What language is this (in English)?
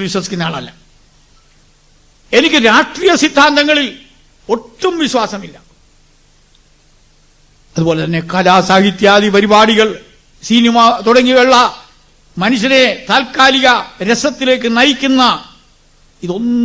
Malayalam